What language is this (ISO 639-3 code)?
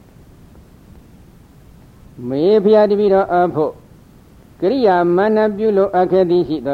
mya